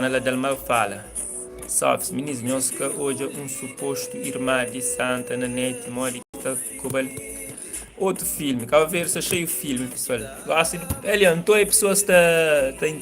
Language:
Kabuverdianu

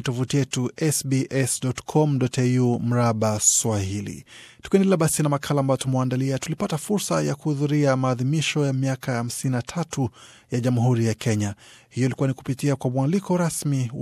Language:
Swahili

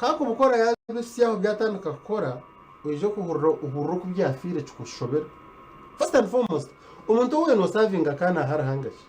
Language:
Nyankole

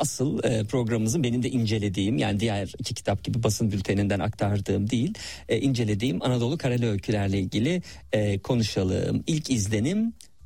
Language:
Turkish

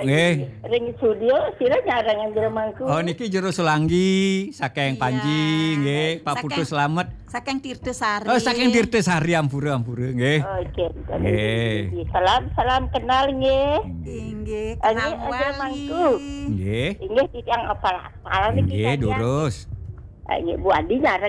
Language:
Balinese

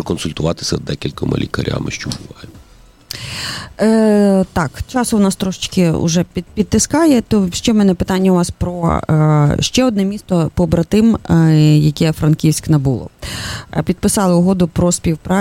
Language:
Ukrainian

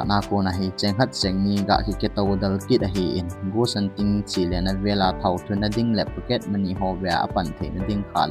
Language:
Thado Chin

